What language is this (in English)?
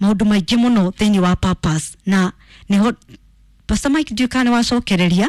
Kikuyu